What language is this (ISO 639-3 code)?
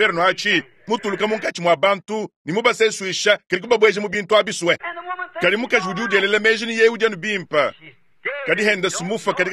lua